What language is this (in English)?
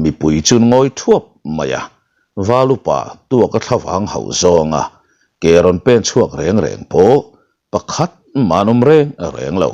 Mizo